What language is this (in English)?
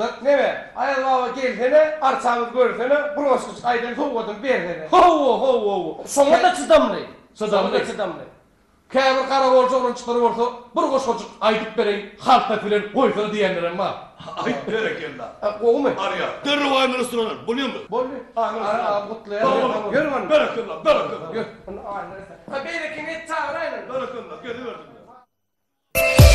Turkish